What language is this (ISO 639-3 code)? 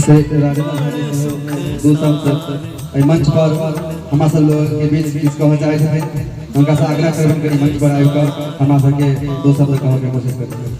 mai